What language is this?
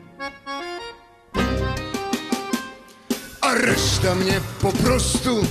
Polish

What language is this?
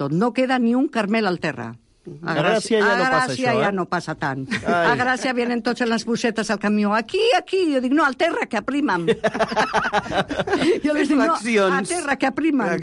Catalan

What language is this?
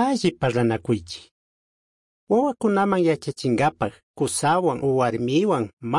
Chimborazo Highland Quichua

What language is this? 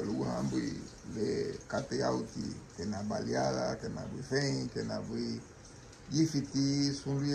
Garifuna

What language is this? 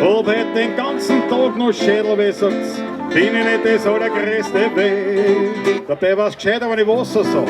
Bavarian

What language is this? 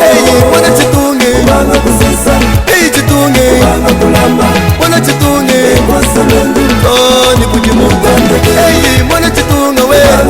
Luba-Lulua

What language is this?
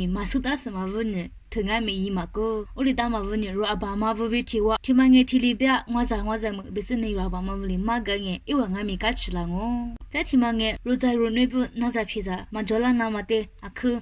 Lisu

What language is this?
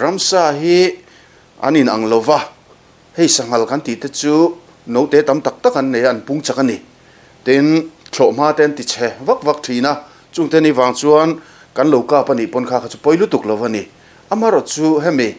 Mizo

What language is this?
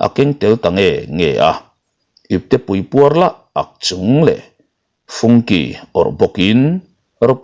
Mizo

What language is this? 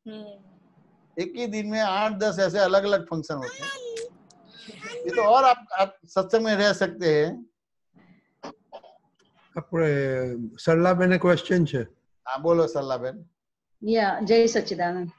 Gujarati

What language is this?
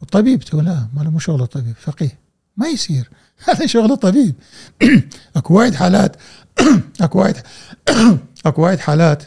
Gulf Arabic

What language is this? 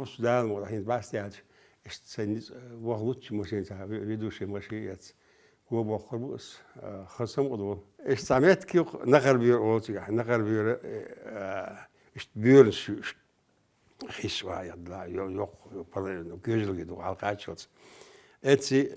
Chechen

